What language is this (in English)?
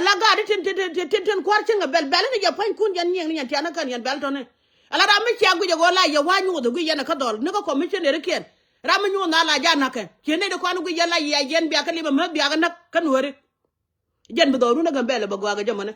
Nuer